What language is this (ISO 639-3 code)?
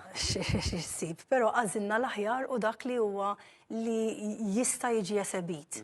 mlt